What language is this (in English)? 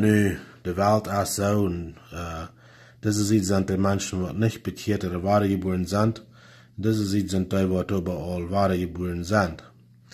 Plautdietsch